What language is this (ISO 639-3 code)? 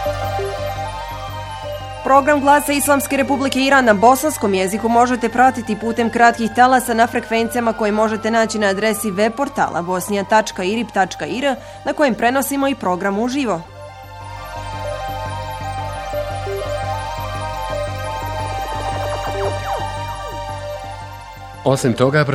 bos